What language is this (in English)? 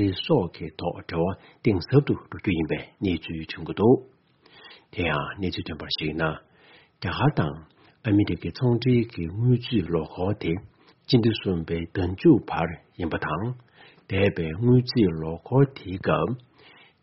Tibetan